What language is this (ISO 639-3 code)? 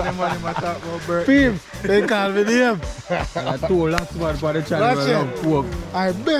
jam